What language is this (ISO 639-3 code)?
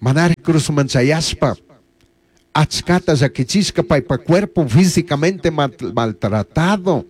qug